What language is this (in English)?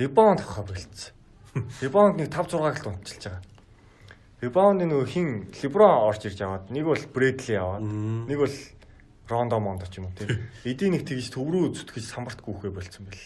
Mongolian